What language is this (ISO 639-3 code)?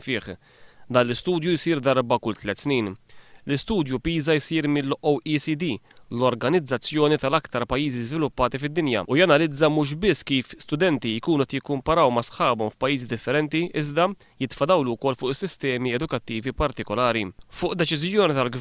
mlt